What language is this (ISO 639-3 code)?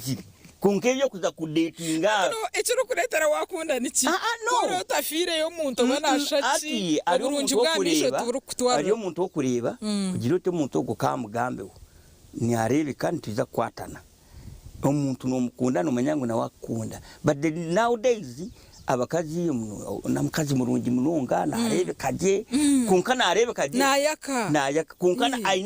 nyn